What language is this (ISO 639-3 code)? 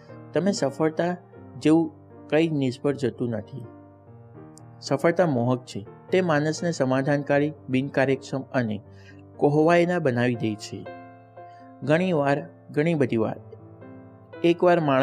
guj